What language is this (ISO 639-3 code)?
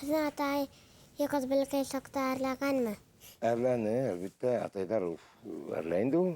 bak